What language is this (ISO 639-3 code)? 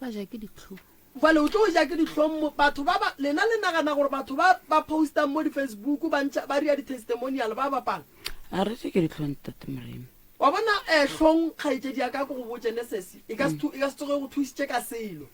nso